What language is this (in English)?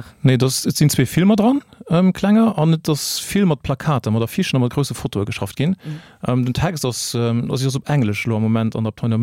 Luxembourgish